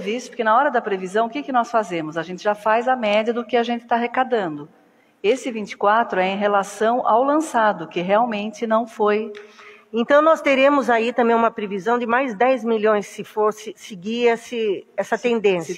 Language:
Portuguese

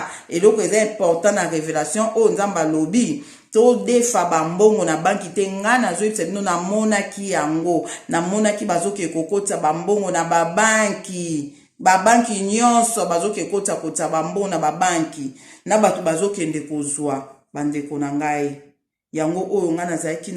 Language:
Lingala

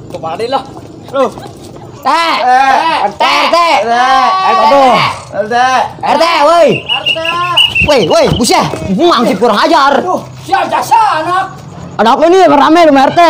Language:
Betawi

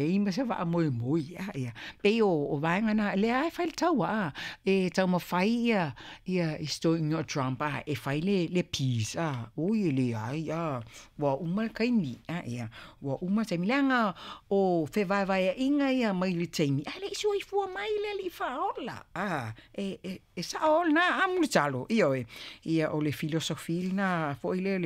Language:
Samoan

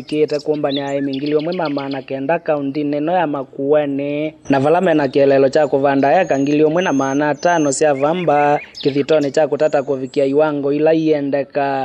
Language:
Kamba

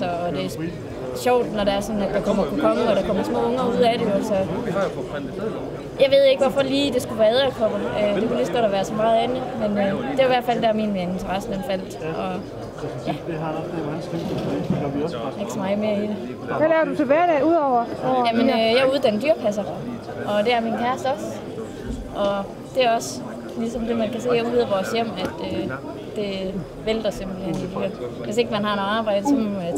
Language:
Danish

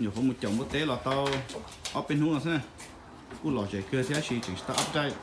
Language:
Hmong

